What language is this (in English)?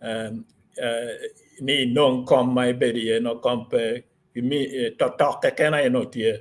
Acoli